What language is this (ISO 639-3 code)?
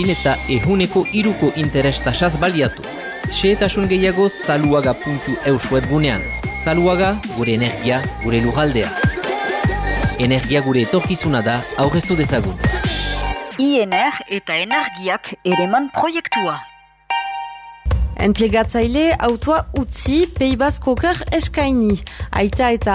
eus